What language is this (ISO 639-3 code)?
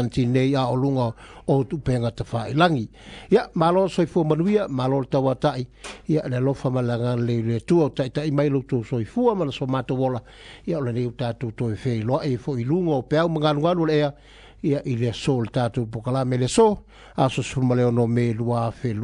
smo